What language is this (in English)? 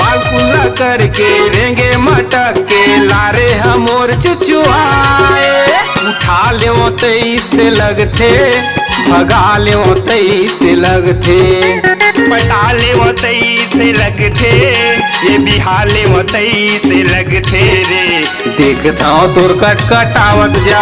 Chhattisgarhi